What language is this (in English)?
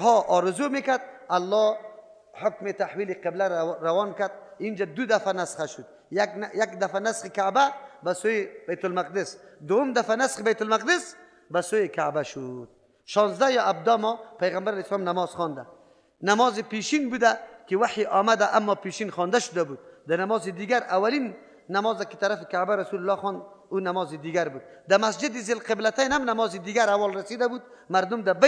Persian